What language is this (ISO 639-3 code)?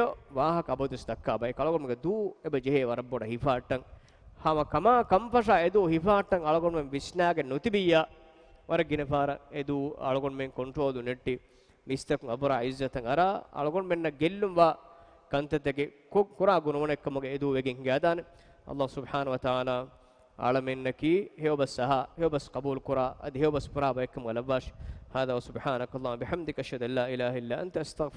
div